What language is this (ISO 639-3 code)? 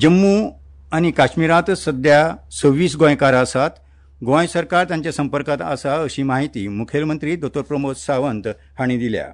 kok